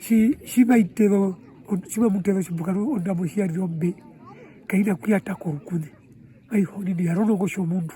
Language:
Herero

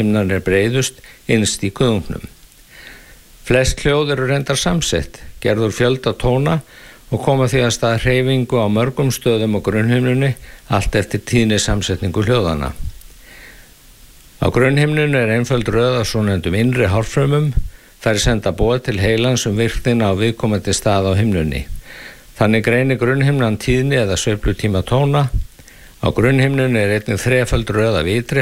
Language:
Icelandic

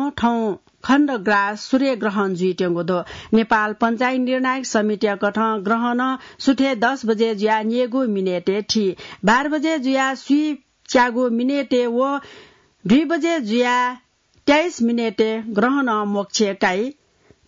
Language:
Newari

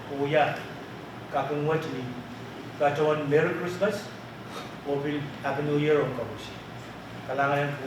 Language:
Pohnpeian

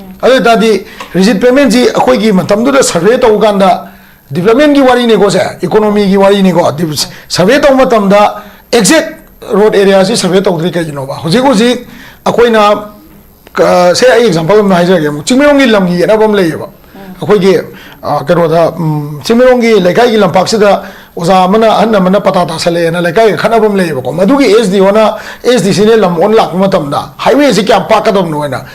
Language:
Manipuri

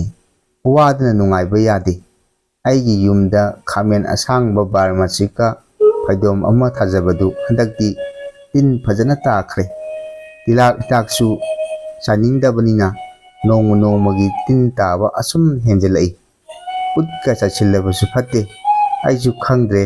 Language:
Manipuri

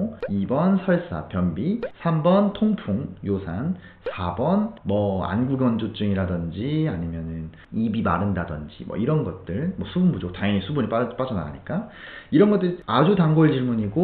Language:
Korean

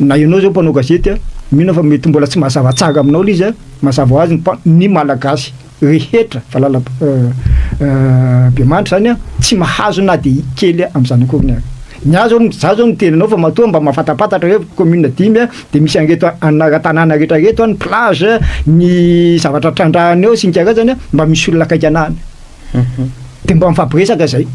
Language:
Malagasy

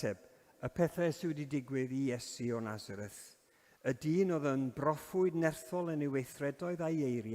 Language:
Welsh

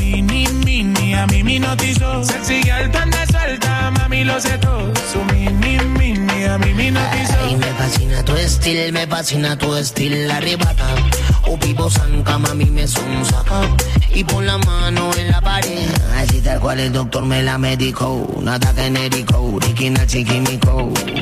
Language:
Spanish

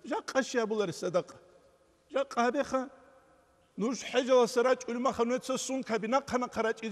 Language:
Avaric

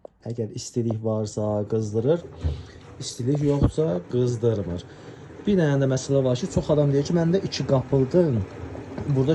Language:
Azerbaijani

